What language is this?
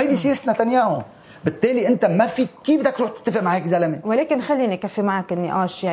North Levantine Arabic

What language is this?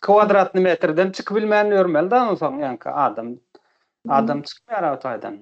Turkmen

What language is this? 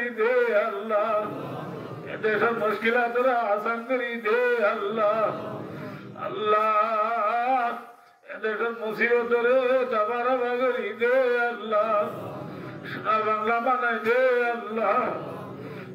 Rohingya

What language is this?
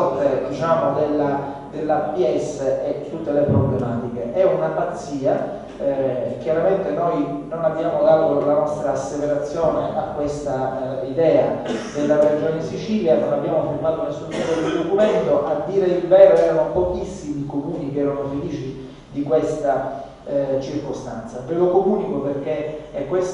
Italian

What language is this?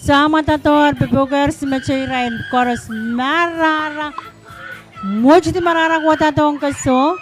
Pohnpeian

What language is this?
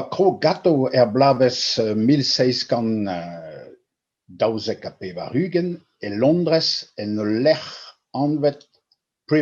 Breton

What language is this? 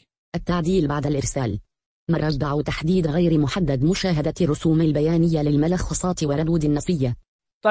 Najdi Arabic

